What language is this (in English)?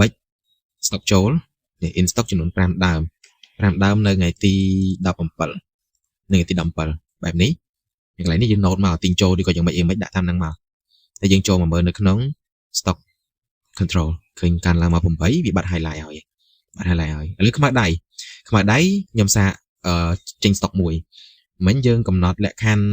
Khmer